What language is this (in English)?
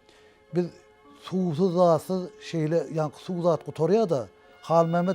Turkmen